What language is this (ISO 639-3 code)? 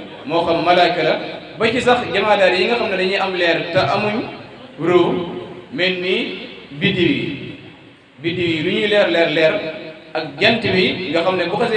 wol